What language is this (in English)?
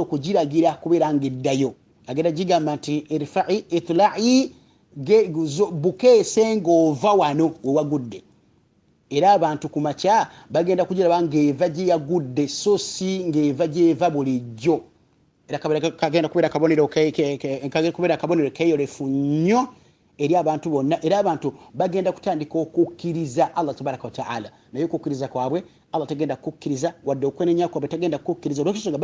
Ganda